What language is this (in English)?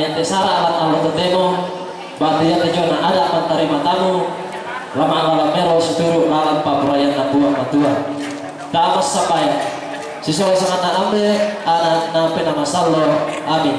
Toraja-Sa'dan